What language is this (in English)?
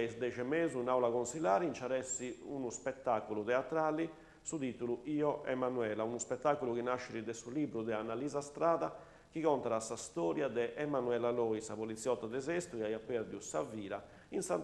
Sardinian